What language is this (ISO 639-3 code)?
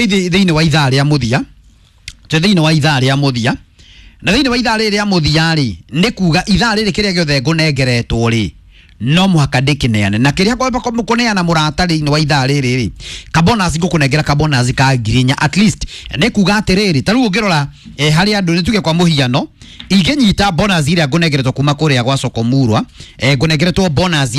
kik